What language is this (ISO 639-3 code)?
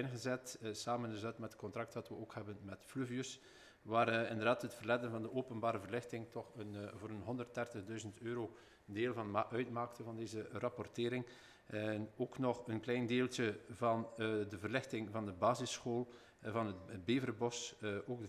nld